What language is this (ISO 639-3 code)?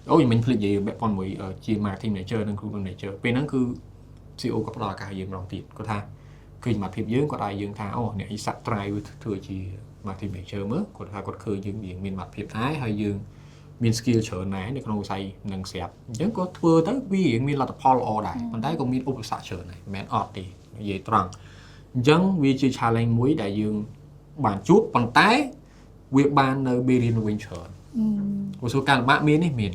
khm